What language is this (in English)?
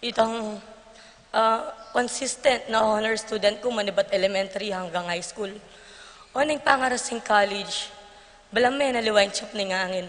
Pampanga